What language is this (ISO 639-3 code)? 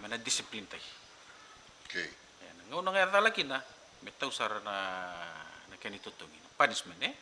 fij